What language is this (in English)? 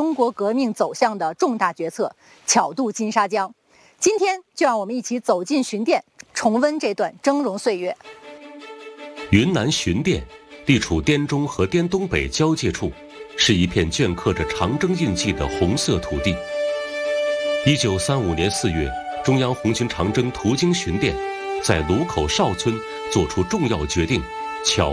Chinese